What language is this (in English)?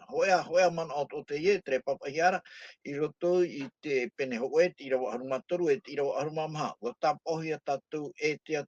Tahitian